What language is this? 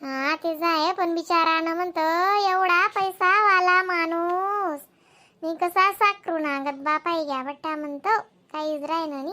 Khandesi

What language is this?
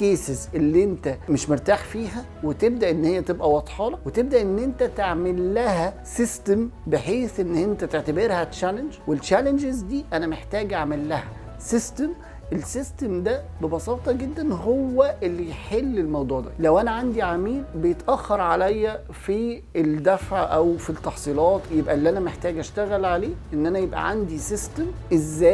Egyptian Arabic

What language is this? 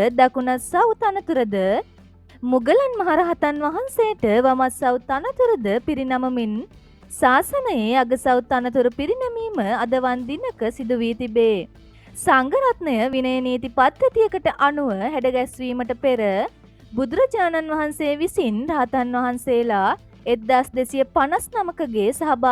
Sinhala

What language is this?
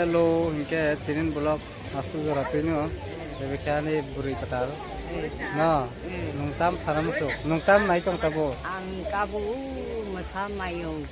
Kok Borok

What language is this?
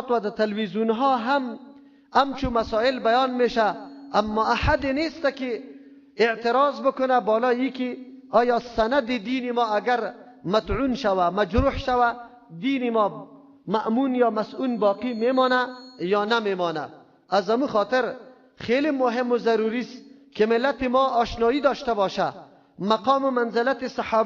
Persian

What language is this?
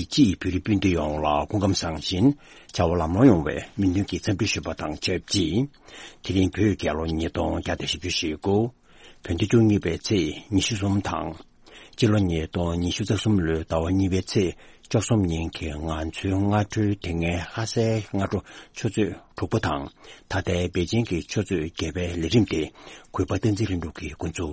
Tibetan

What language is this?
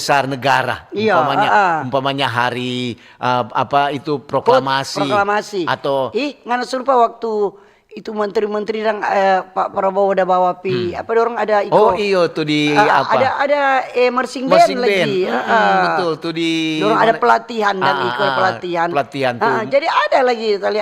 Manado Malay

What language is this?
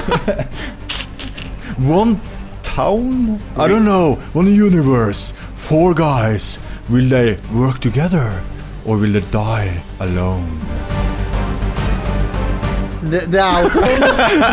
Norwegian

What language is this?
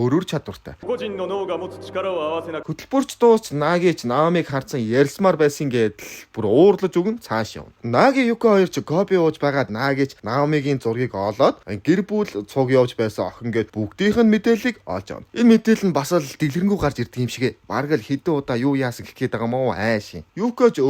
Mongolian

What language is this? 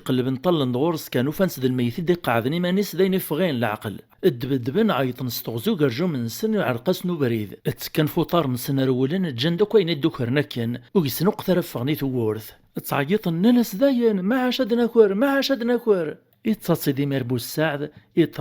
Kabyle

